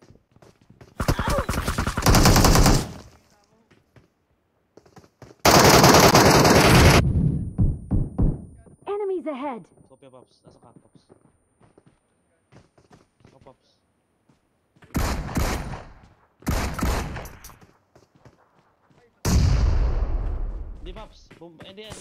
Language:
Filipino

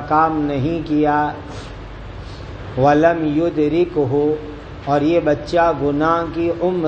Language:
Urdu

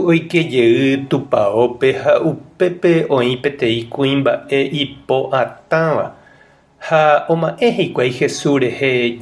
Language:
Guarani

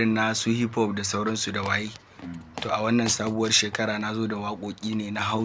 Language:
Hausa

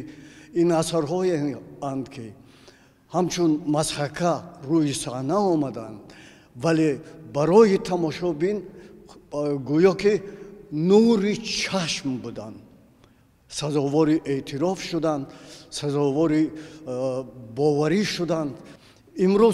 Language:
Tajik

